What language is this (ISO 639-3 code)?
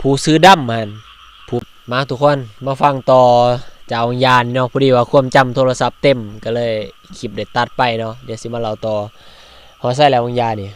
lao